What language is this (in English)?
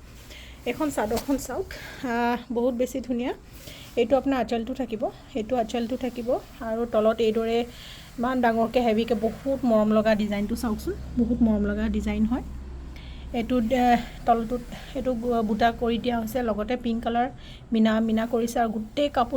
Assamese